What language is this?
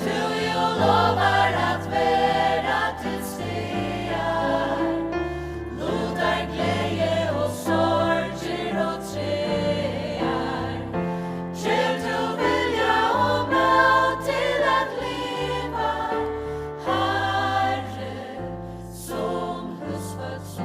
Faroese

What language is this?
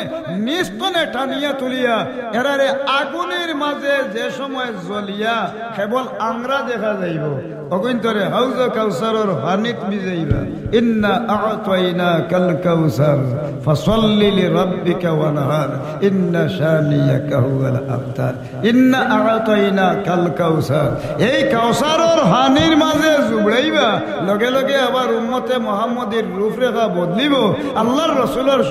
Sylheti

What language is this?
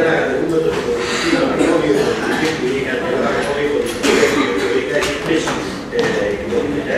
Greek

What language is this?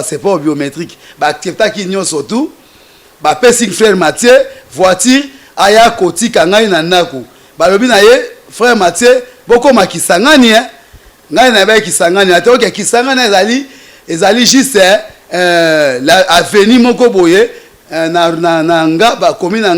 Lingala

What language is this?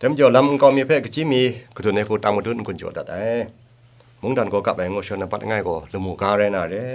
Kachin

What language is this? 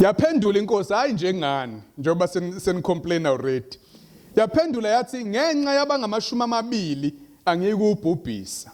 Zulu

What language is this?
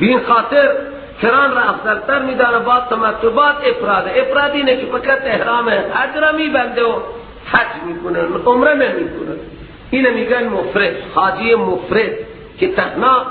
Persian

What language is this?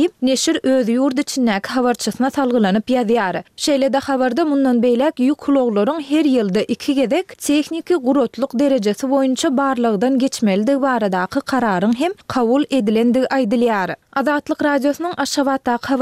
Turkmen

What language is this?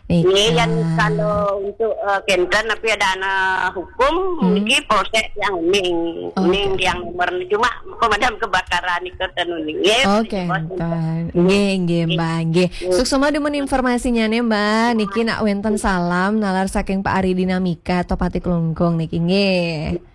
Balinese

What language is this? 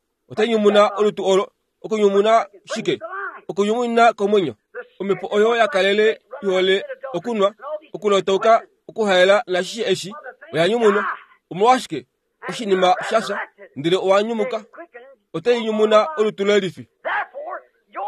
Kuanyama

